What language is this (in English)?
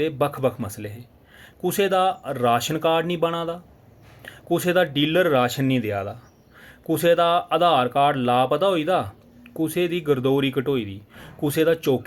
Dogri